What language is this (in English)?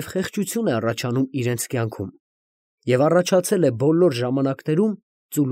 Armenian